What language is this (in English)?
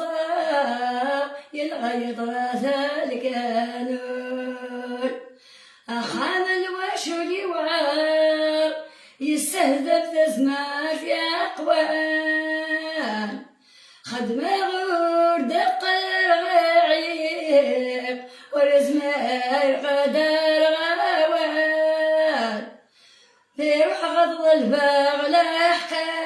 Kabyle